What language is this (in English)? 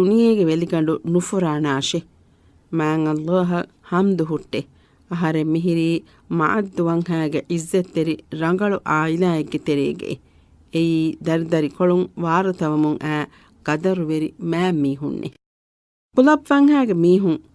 Divehi